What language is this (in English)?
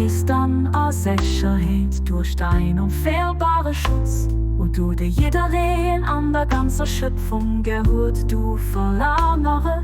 Luxembourgish